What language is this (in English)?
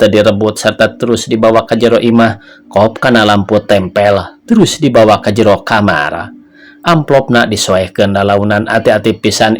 Sundanese